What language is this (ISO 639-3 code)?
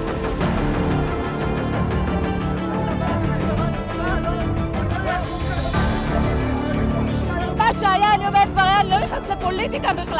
heb